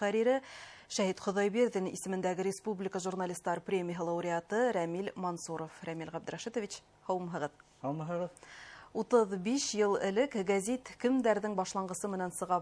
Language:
Bashkir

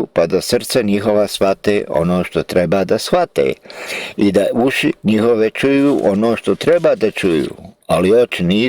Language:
Bosnian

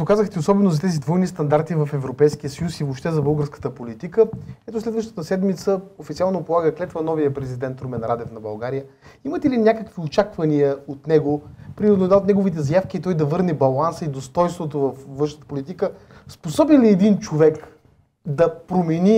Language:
Bulgarian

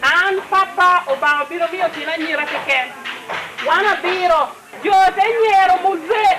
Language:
Lango (Uganda)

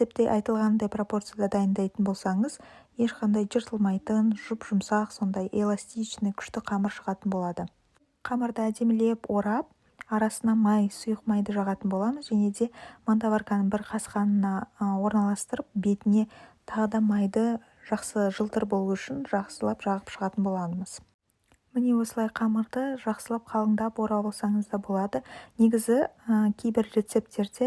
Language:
Kazakh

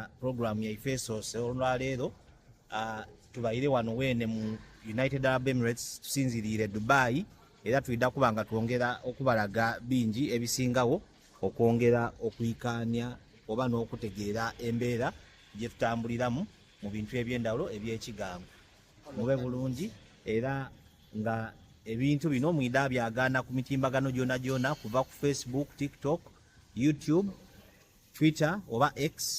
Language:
Soga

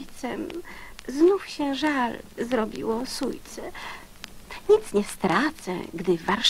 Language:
Polish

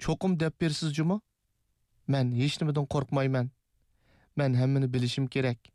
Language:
Uyghur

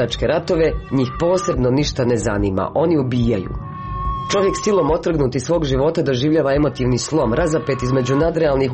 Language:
Croatian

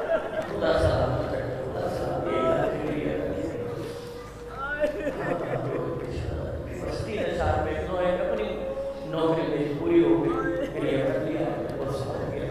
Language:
Urdu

